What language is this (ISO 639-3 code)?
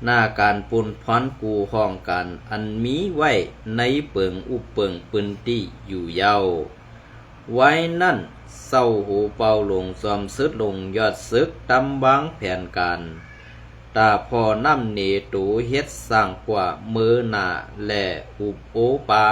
shn